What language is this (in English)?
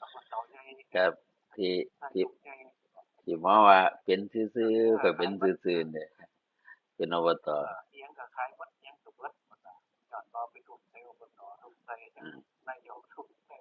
Northeastern Thai